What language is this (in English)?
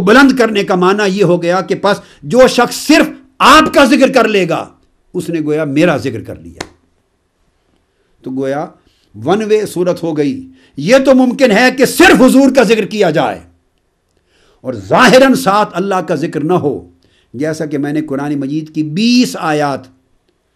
Urdu